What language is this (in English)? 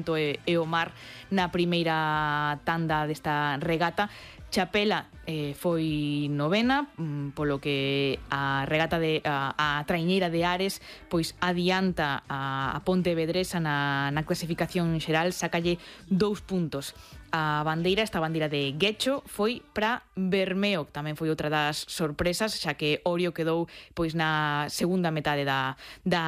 Galician